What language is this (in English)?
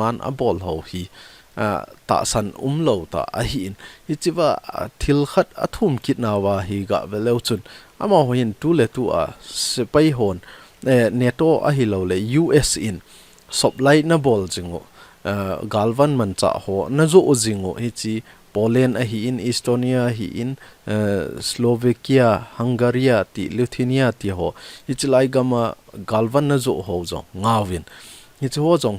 Thado Chin